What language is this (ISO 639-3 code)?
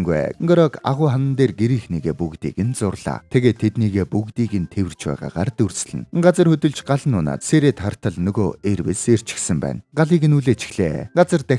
mon